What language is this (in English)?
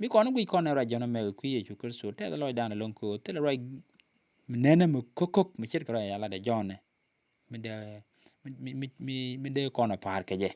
Nuer